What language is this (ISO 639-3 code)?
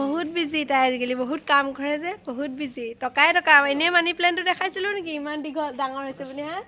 asm